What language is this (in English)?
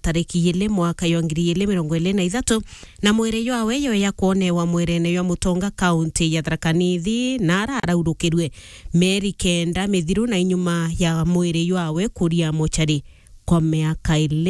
Meru